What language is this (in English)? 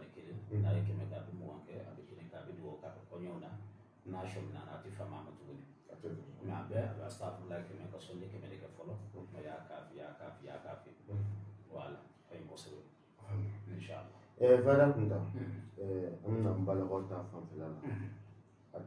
Bambara